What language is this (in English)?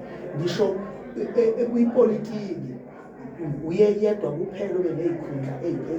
Zulu